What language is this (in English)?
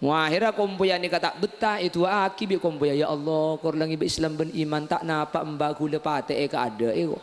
Madurese